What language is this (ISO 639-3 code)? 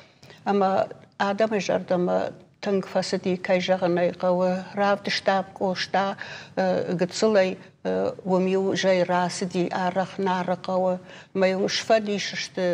oss